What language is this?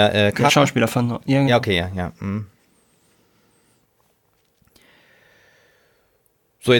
German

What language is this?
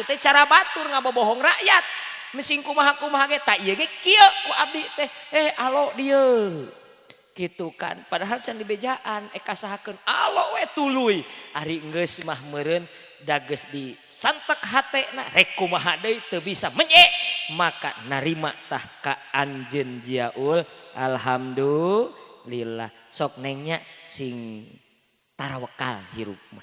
Sundanese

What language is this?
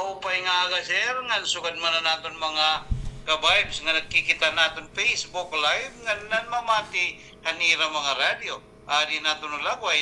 Waray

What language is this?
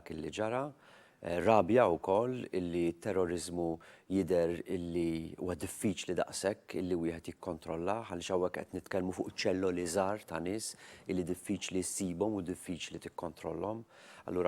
Maltese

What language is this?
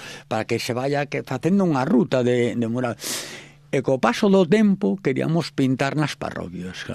Galician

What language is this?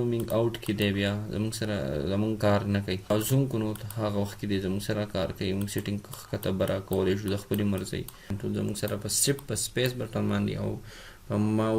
Pashto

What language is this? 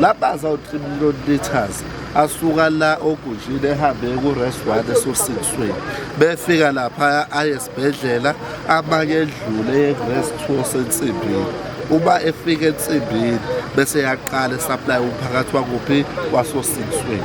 Zulu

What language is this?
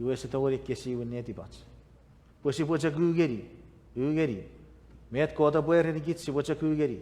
Chuukese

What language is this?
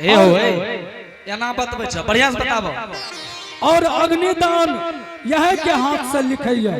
Angika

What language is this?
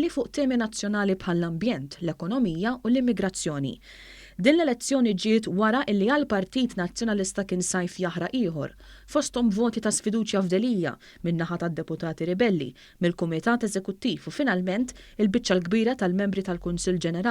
Maltese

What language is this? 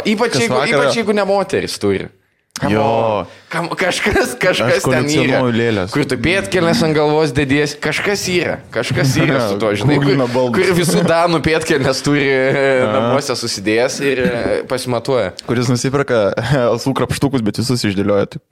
Lithuanian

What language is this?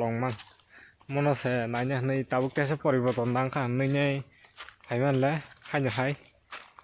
Kok Borok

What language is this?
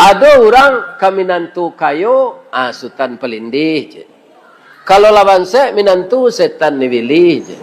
Minangkabau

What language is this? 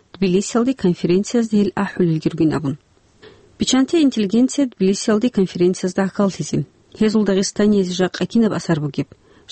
Avaric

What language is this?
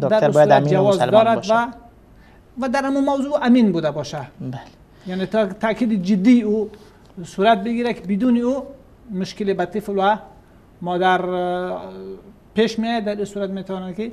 Persian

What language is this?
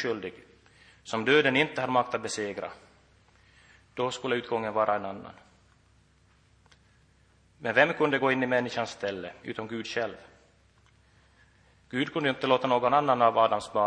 Swedish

